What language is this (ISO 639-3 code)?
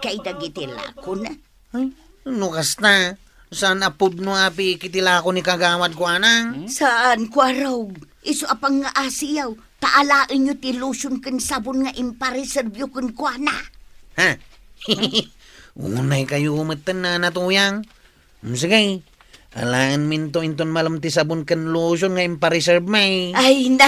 ilo